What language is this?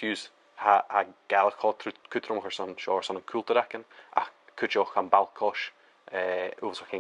Scottish Gaelic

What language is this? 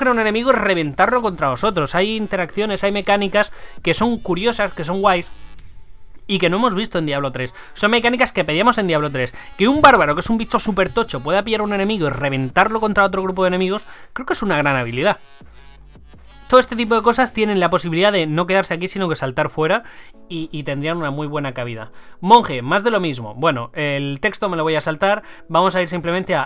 Spanish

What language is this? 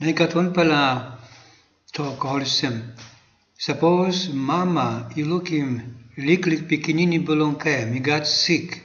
Tok Pisin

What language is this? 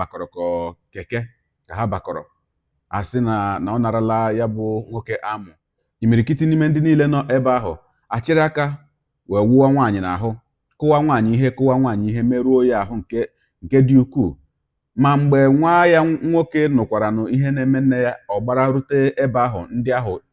Igbo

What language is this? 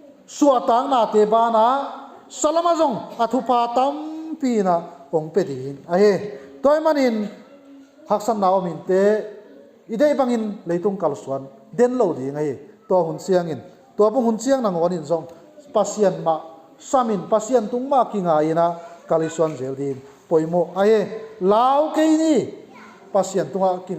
Tedim Chin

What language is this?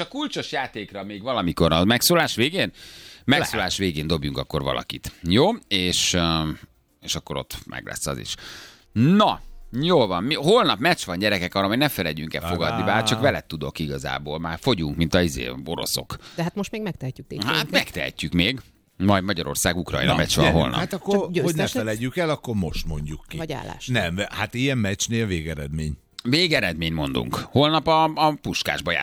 Hungarian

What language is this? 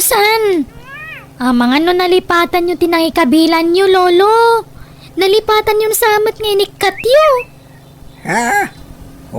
Iloko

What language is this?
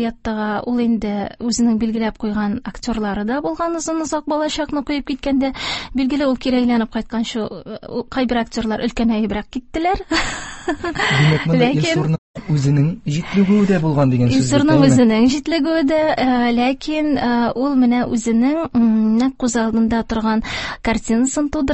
Tatar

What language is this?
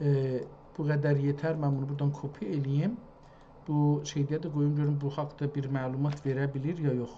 South Azerbaijani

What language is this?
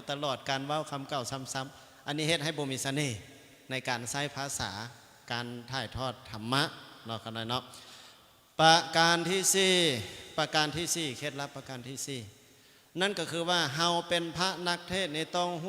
Lao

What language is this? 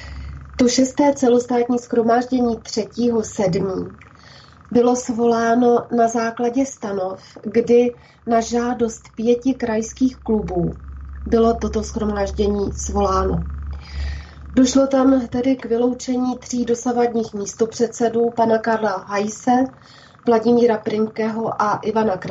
Czech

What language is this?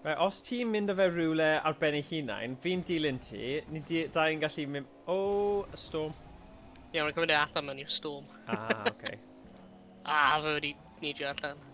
Welsh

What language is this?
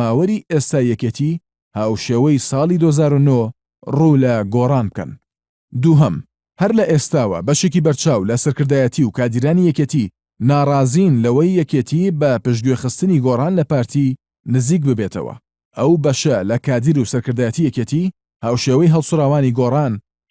Central Kurdish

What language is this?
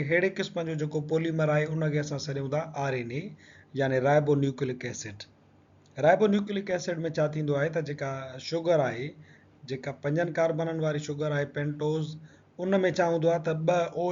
Sindhi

